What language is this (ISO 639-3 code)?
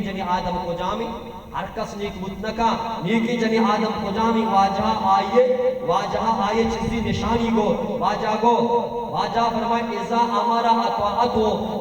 bal